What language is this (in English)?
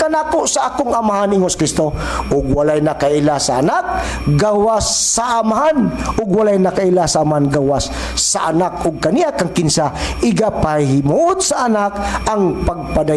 Cebuano